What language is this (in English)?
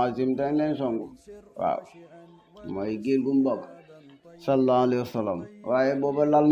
Wolof